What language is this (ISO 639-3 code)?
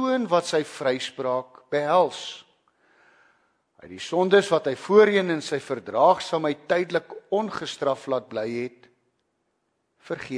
afr